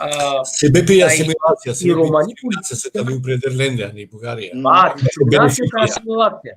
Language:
Balkan Romani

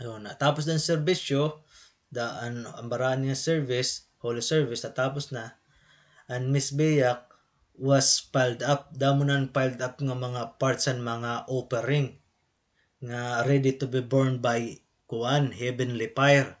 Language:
Waray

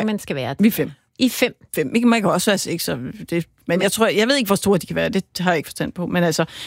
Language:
Danish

